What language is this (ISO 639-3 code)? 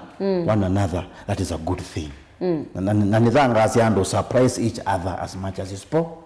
kam